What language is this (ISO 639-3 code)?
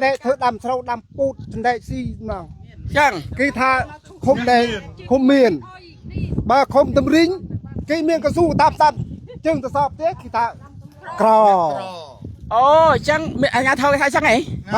khm